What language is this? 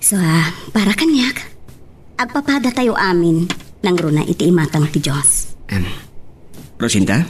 Iloko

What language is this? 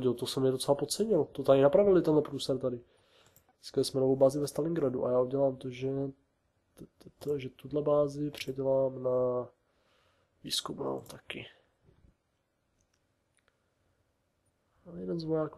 Czech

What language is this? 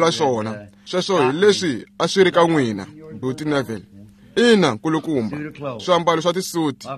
Tsonga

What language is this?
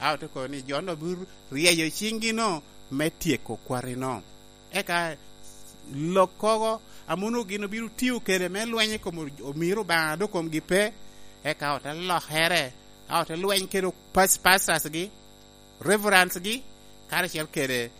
Lango (Uganda)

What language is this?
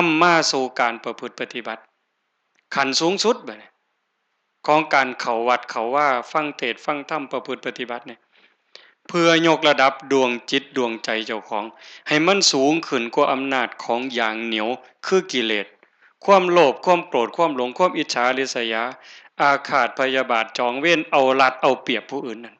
Northeastern Thai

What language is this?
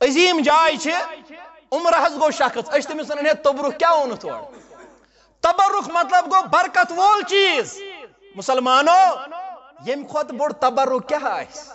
Kashmiri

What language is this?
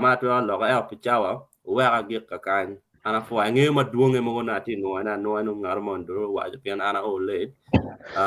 Acoli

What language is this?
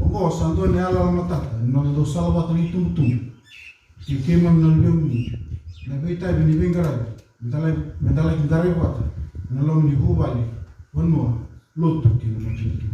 Fijian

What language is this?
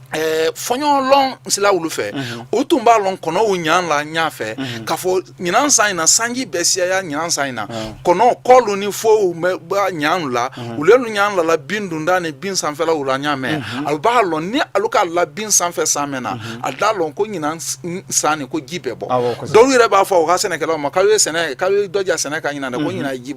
Bambara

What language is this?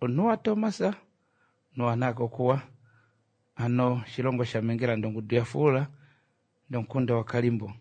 Kuanyama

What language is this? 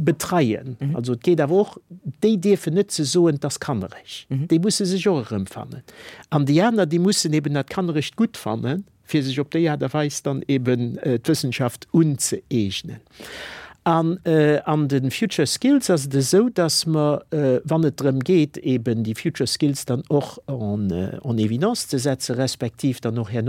Luxembourgish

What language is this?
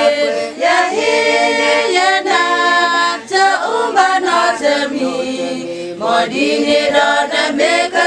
S'gaw Karen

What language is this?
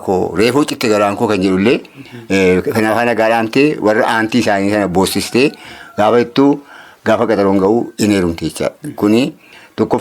Oromo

